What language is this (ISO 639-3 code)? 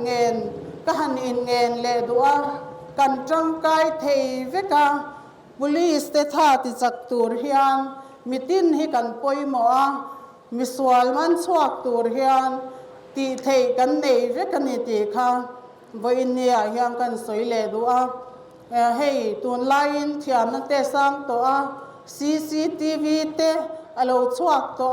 lus